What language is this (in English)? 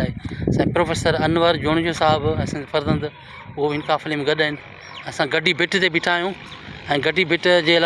Sindhi